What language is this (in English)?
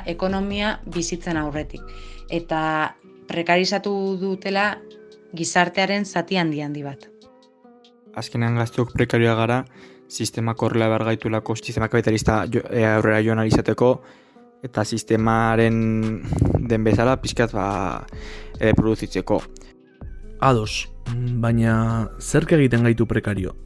Basque